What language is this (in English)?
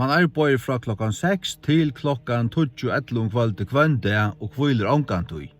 Faroese